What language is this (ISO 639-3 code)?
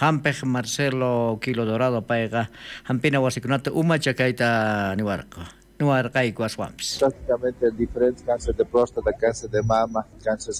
quh